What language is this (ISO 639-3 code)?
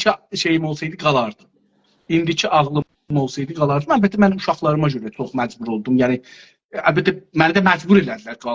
azb